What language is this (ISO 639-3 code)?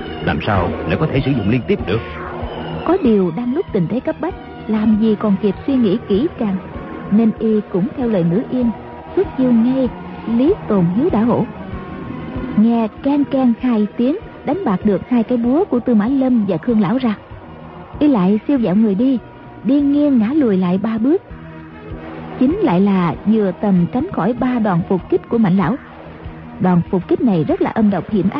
vie